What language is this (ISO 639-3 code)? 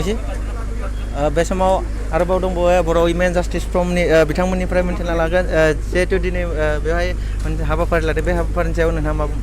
brx